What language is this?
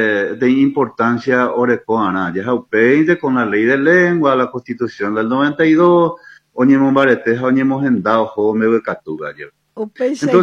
Guarani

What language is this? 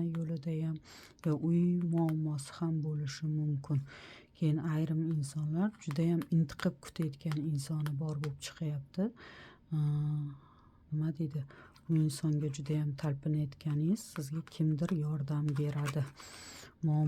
Uzbek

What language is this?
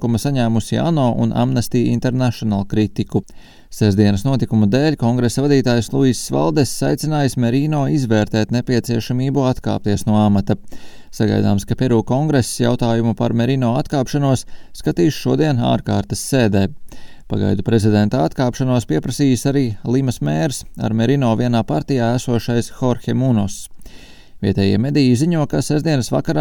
Latvian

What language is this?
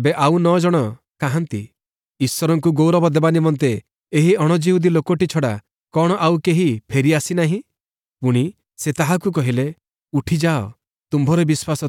Odia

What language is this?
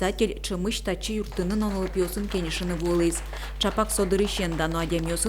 Udmurt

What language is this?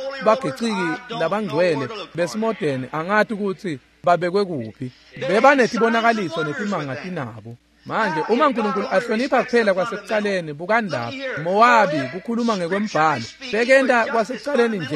Swati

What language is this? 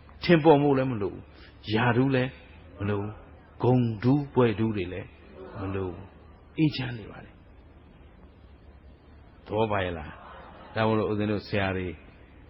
Burmese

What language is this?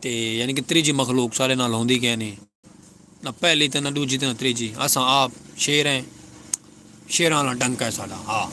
Saraiki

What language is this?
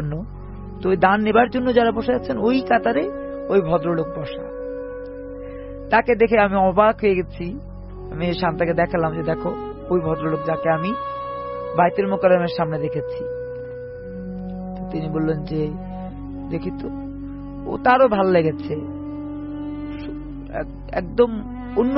Bangla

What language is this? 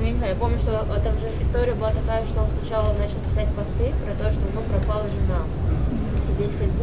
Russian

